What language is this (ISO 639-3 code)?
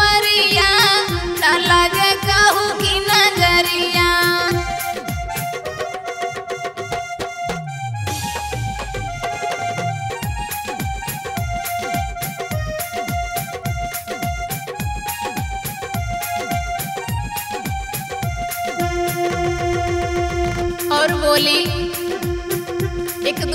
bho